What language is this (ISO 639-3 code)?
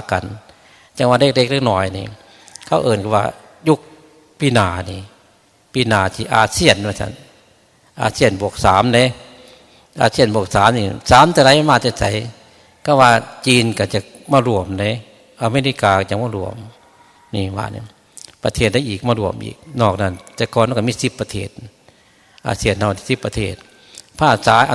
tts